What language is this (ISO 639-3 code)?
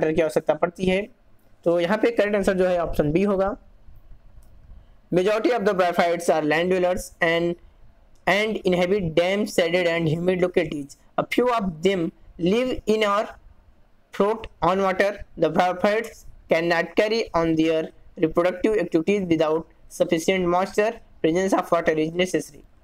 hin